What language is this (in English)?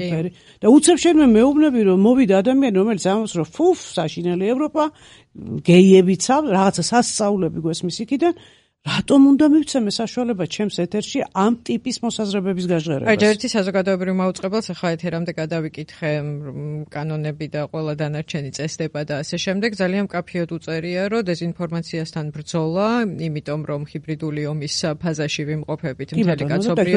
Georgian